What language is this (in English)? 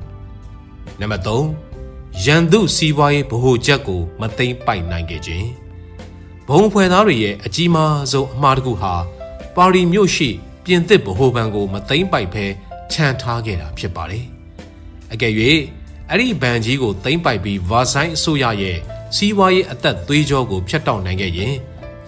Burmese